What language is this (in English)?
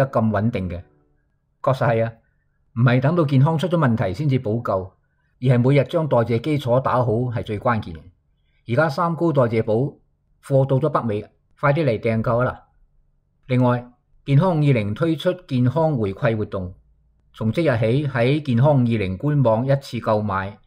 Cantonese